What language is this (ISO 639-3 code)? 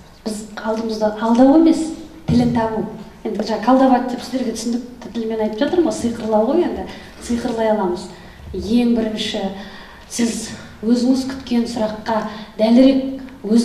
kaz